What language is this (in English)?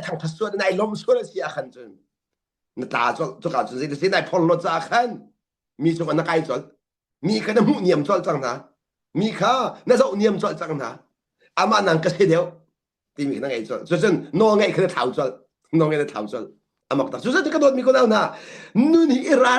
Hakha Chin